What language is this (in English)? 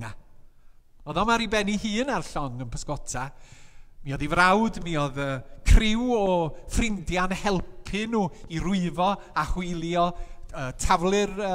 Welsh